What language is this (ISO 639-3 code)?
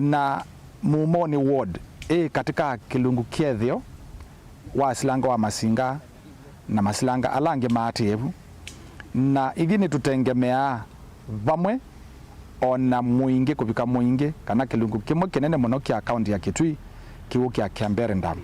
kam